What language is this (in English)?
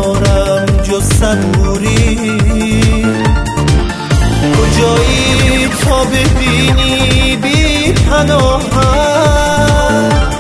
Persian